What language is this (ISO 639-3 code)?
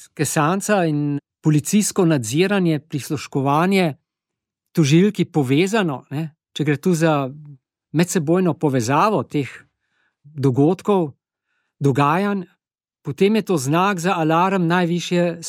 slv